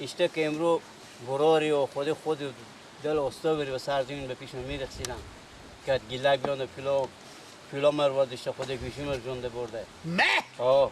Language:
Persian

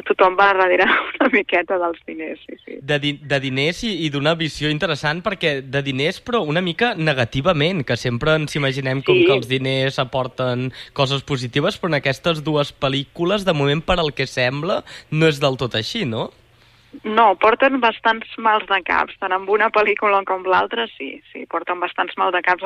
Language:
Catalan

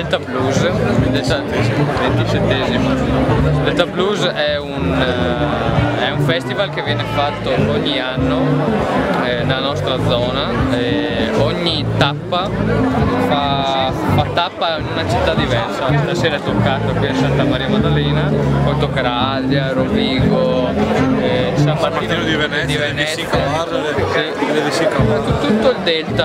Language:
Italian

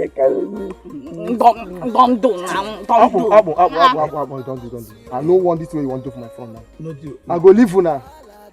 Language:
Nigerian Pidgin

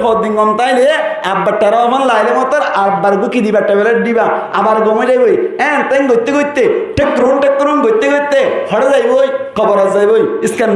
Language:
Rohingya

